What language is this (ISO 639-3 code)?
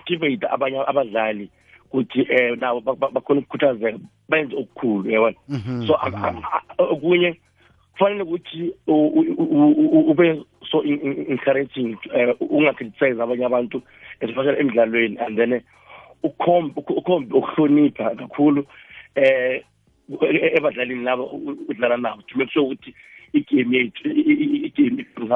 nbl